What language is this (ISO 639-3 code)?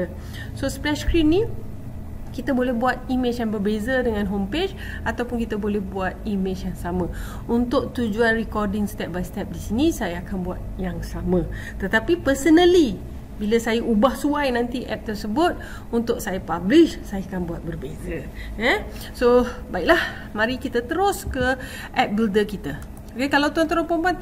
msa